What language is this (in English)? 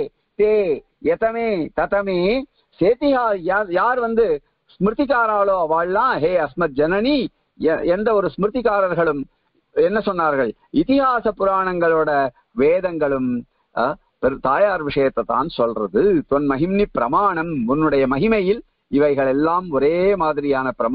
Tamil